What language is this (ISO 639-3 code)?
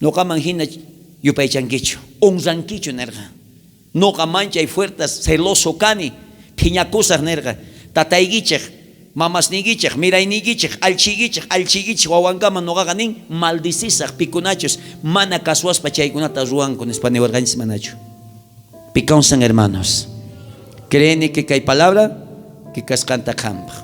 quh